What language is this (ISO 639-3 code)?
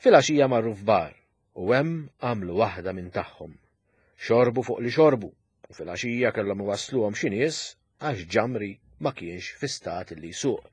mlt